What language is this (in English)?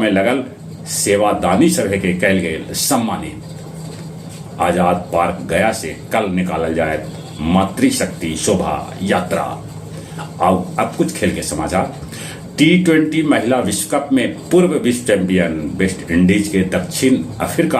Magahi